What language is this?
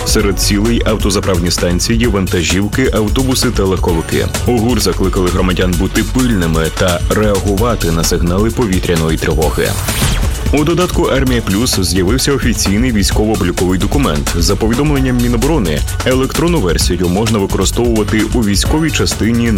Ukrainian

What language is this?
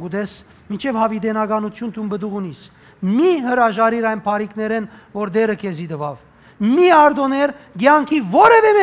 Western Armenian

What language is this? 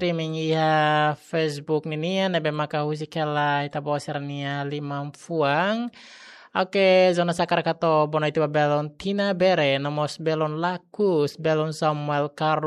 Tetum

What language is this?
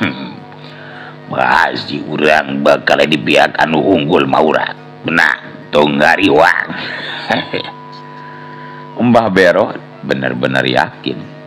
Sundanese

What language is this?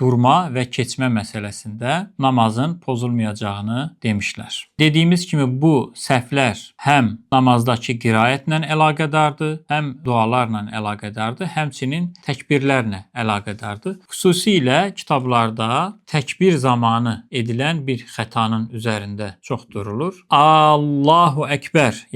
Azerbaijani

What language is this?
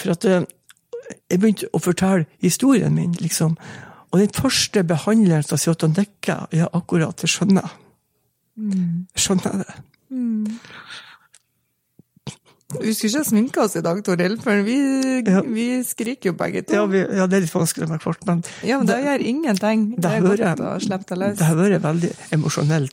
Norwegian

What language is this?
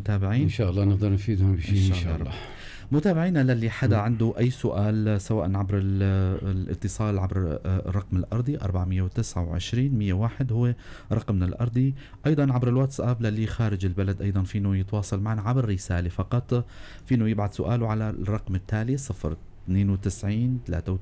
North Levantine Arabic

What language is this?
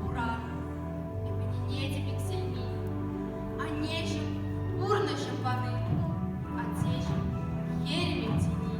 Chuvash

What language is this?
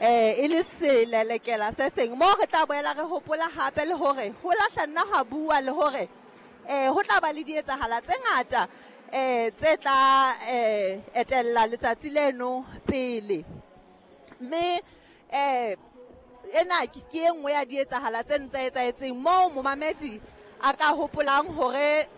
Southern Sotho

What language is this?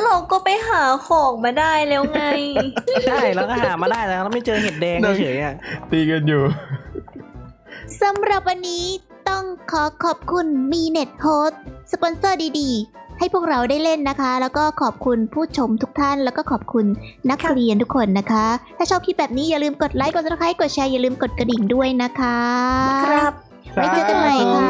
Thai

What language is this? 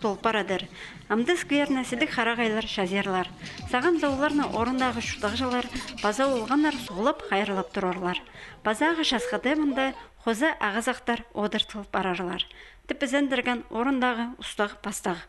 Khakas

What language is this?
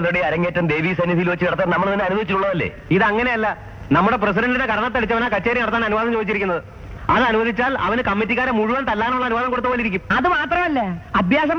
Malayalam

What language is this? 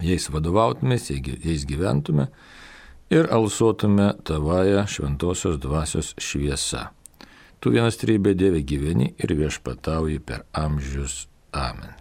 Lithuanian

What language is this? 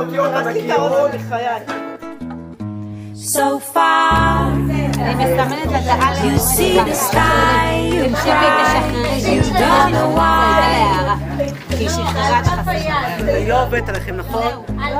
Hebrew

